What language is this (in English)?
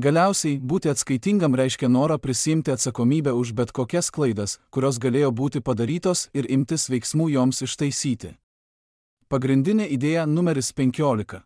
Lithuanian